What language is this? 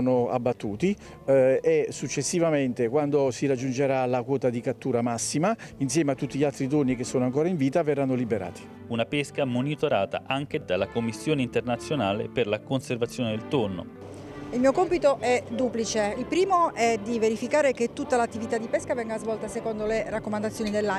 Italian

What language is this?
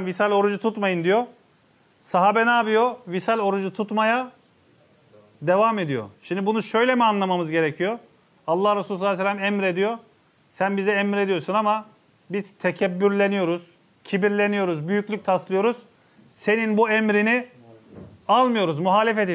Turkish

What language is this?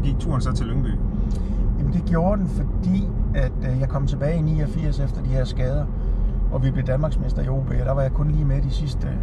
Danish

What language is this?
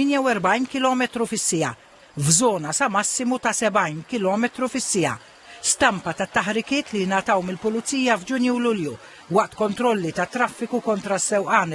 Maltese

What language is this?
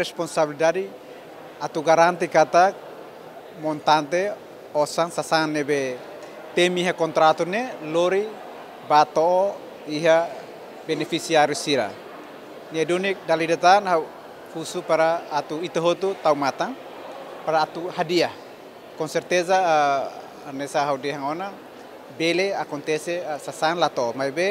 Tetum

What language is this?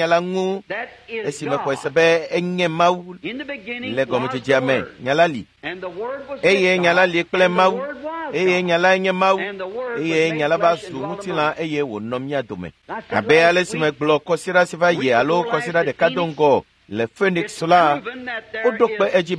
Ewe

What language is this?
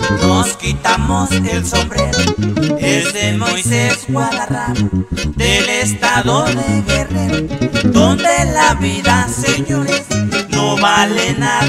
Spanish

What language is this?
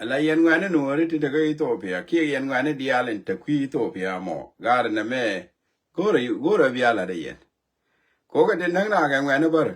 Nuer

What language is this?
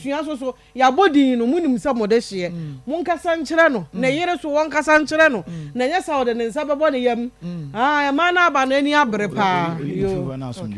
Akan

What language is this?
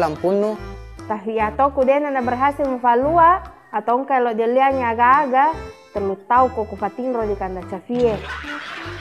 Buginese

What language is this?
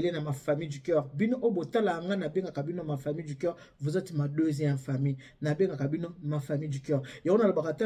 Lingala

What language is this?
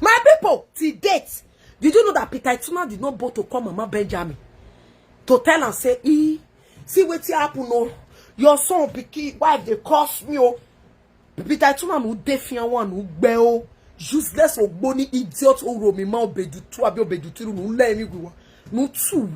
Nigerian Pidgin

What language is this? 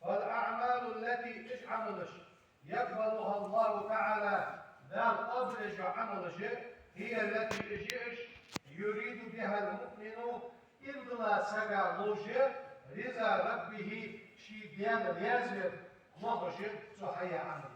Ingush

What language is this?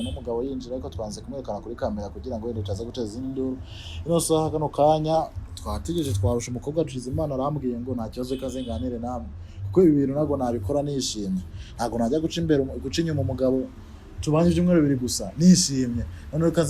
Kinyarwanda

